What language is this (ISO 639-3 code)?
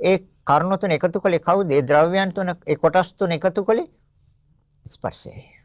sin